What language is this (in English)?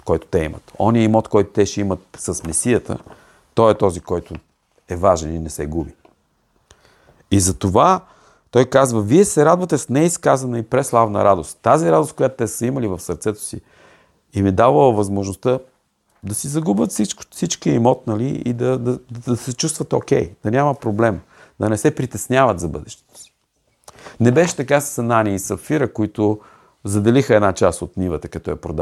Bulgarian